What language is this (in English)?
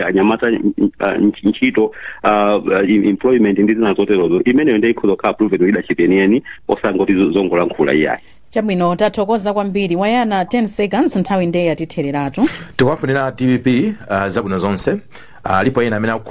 Nyanja